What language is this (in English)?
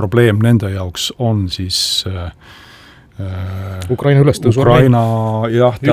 Estonian